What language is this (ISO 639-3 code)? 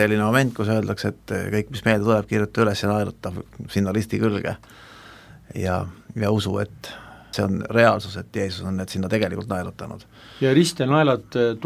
est